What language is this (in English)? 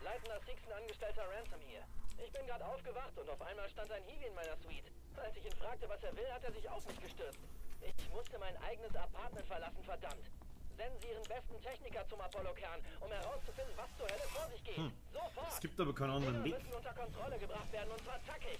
Bavarian